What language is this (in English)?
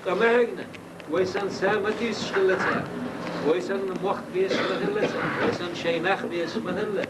Chechen